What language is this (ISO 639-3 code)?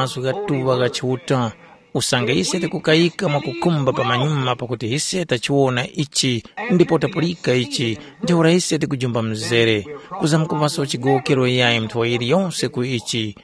tum